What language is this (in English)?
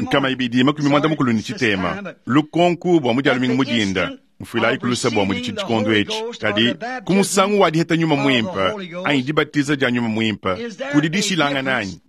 Luba-Lulua